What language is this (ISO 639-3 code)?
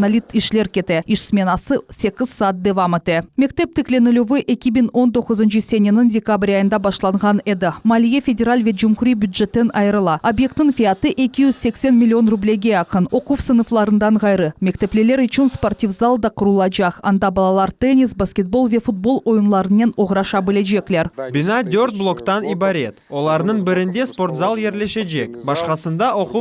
crh